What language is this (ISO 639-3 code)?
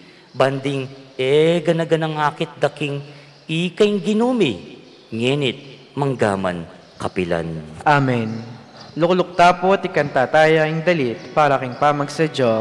pam